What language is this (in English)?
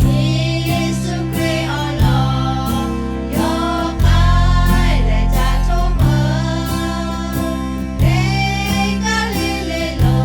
Lahu